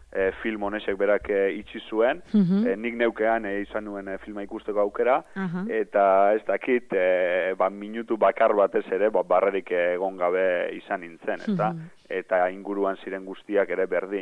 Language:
Basque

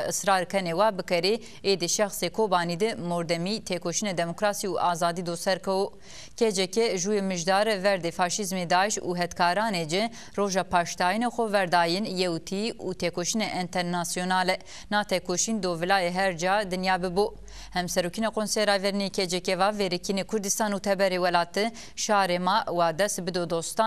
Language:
Zaza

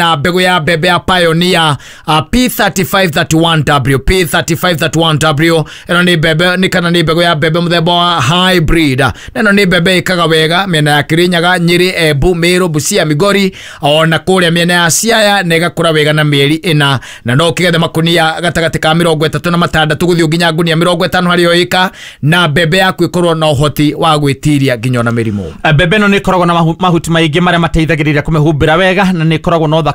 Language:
Kikuyu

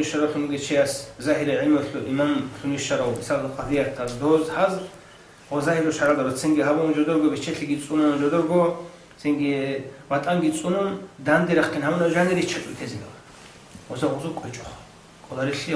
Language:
Avaric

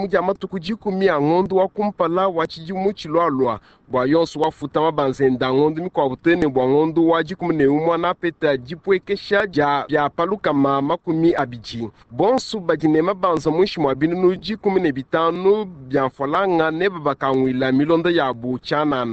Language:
Luba-Lulua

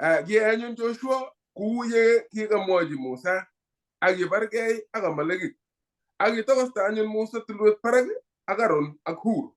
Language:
Kalenjin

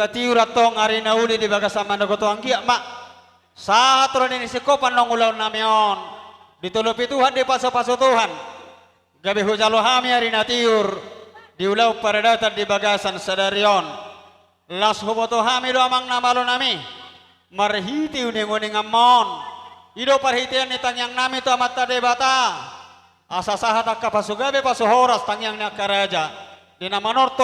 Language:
Batak Toba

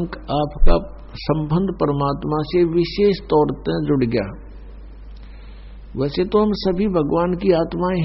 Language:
Hindi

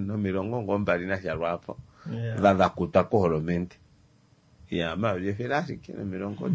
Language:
Kuanyama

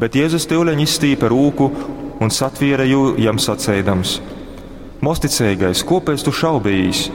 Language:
Latgalian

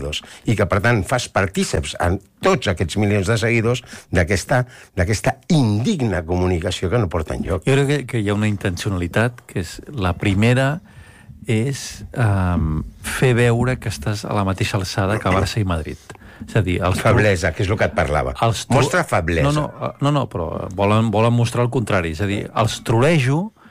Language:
Catalan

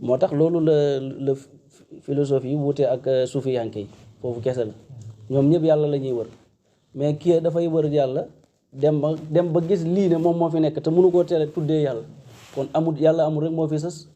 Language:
Wolof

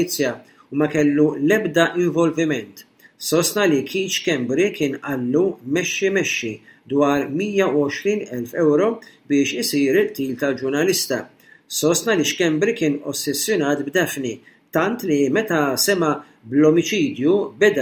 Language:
Maltese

